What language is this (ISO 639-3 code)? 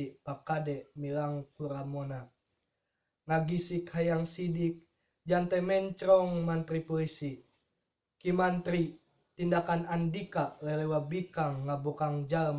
sun